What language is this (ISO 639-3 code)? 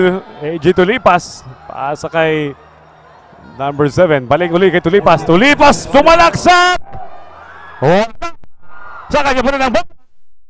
fil